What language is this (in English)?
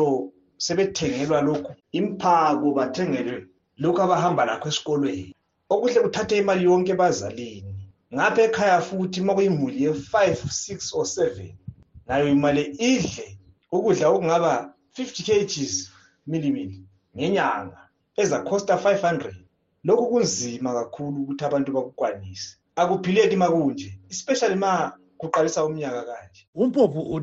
North Ndebele